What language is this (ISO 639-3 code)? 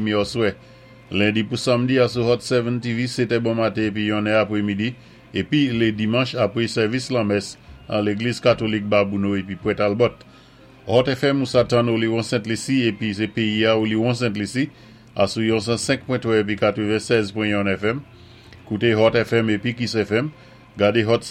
acf